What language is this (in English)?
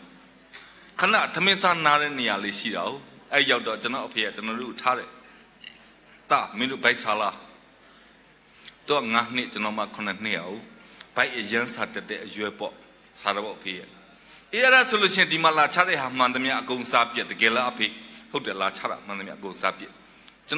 Burmese